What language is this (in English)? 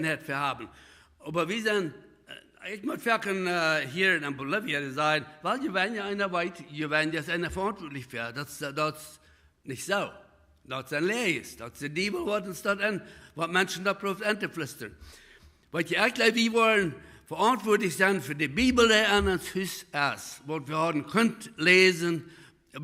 Plautdietsch